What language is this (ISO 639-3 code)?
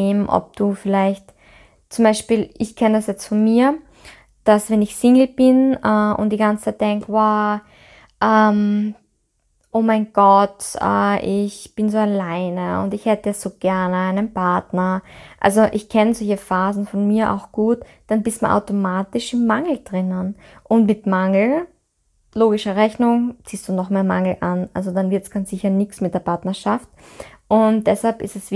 deu